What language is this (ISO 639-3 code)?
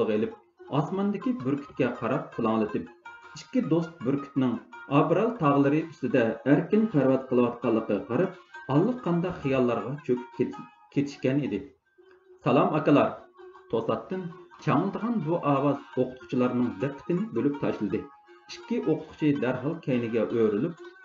uig